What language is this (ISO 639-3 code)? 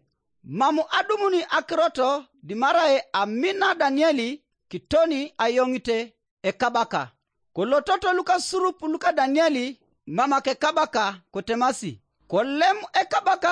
hrv